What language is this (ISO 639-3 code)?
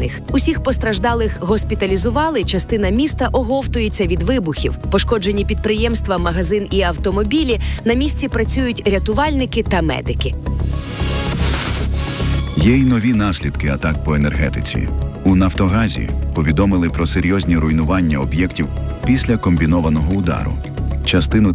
ukr